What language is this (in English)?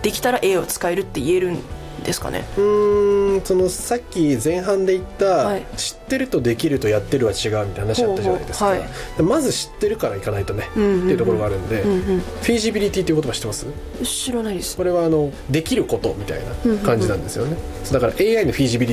Japanese